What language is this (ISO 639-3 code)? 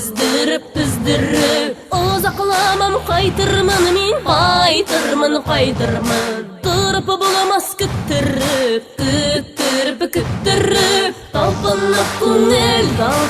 bak